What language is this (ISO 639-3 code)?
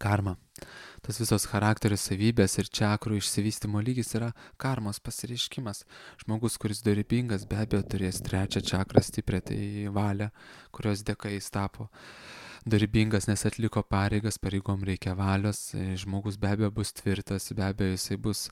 lit